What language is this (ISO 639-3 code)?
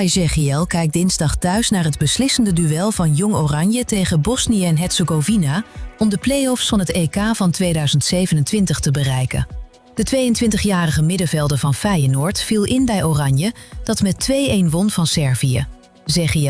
nld